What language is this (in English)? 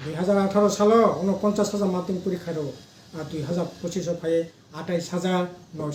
Kok Borok